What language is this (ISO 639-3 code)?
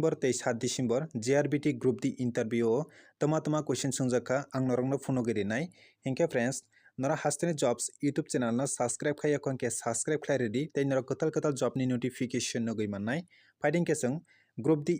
trp